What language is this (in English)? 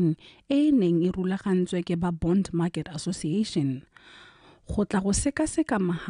Tswana